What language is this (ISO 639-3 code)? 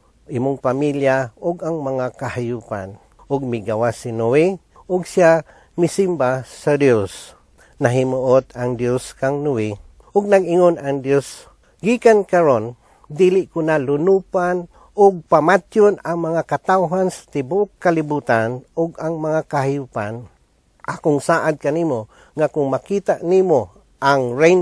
ceb